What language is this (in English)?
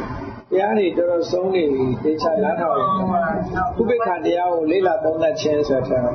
Burmese